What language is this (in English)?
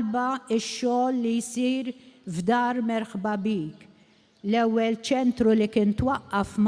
Maltese